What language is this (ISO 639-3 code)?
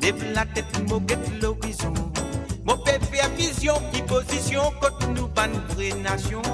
mfe